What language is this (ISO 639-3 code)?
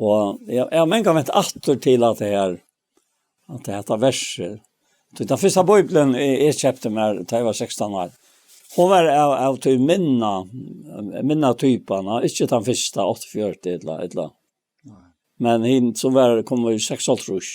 fao